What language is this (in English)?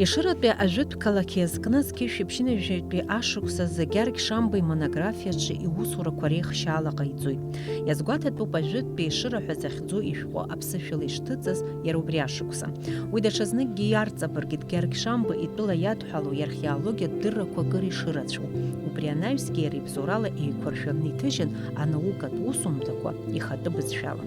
Abkhazian